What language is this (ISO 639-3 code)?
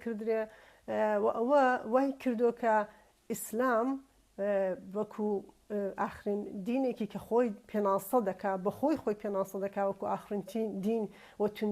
ckb